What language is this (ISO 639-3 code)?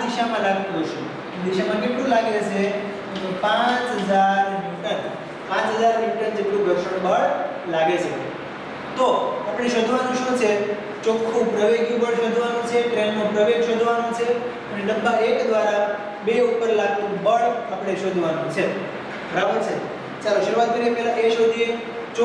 guj